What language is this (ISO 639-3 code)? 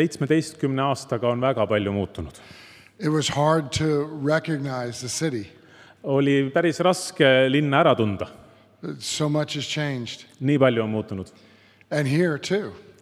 est